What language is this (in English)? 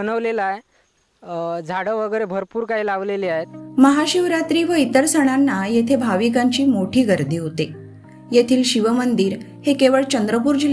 Marathi